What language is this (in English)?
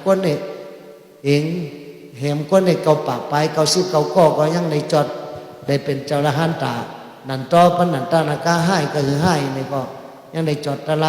Shan